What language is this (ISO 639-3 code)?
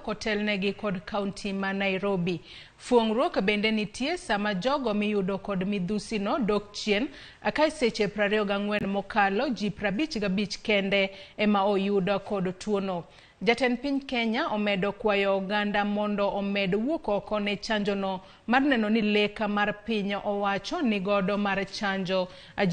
luo